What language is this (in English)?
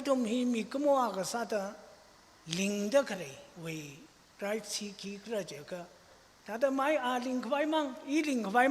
Tangkhul Naga (India)